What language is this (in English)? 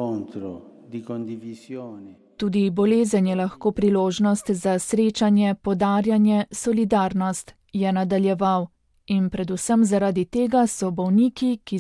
Slovenian